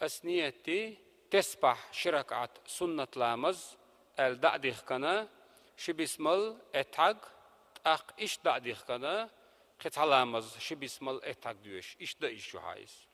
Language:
Chechen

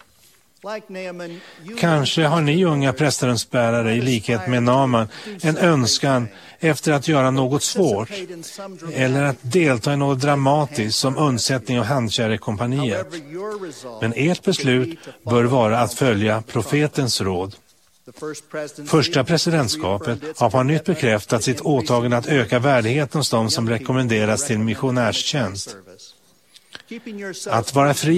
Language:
Swedish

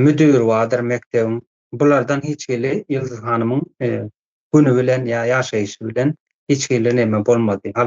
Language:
Turkmen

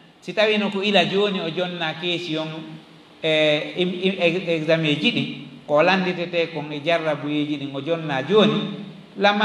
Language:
Fula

